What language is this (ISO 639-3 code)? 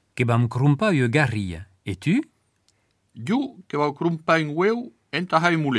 oci